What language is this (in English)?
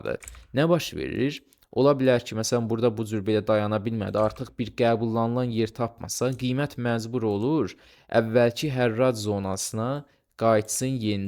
Azerbaijani